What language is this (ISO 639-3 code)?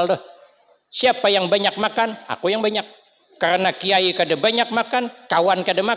bjn